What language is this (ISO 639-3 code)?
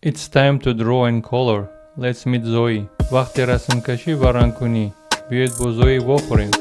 tgk